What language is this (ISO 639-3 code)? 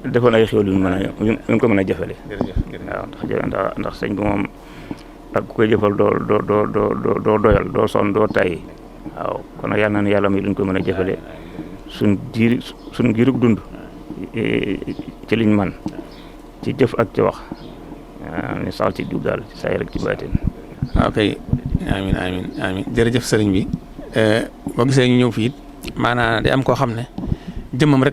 wol